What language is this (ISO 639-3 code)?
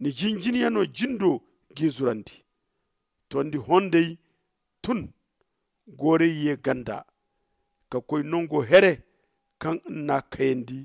dje